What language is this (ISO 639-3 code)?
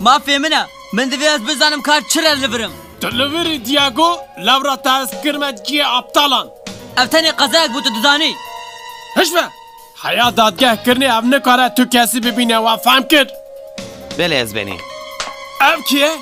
kur